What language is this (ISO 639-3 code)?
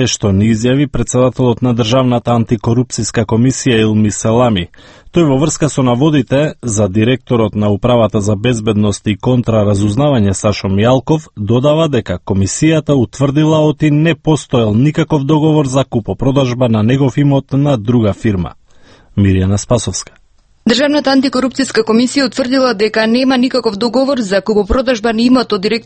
mkd